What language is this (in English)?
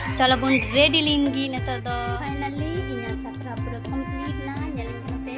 Santali